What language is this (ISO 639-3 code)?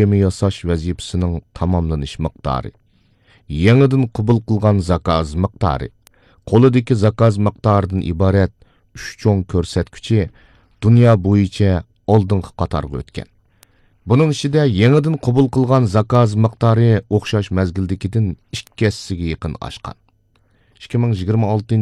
uig